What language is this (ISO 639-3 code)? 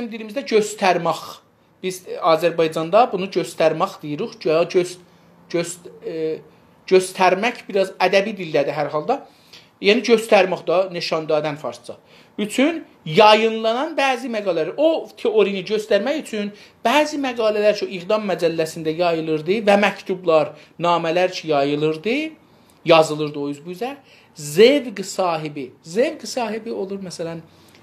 azb